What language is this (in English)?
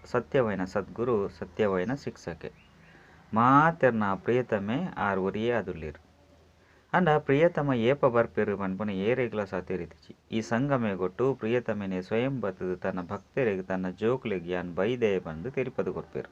Tulu